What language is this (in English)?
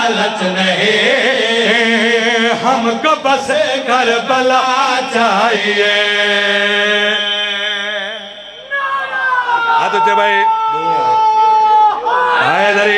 Urdu